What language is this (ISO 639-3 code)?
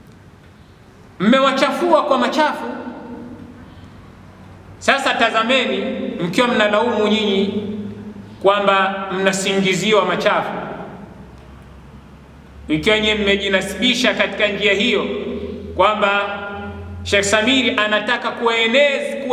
swa